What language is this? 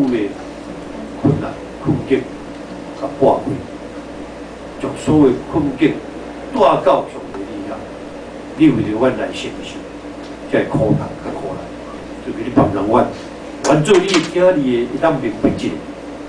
Min Nan Chinese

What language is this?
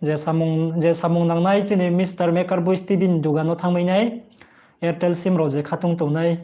Riang (India)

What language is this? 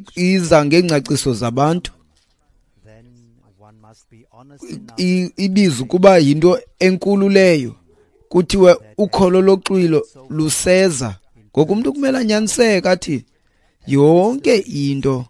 Xhosa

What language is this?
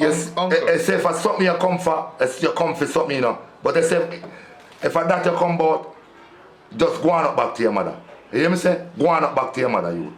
Jamaican Creole English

